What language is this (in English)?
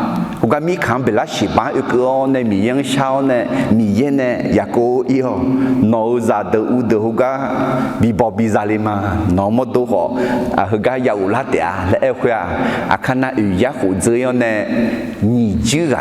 Akha